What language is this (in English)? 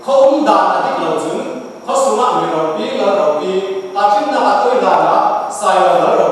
Falam Chin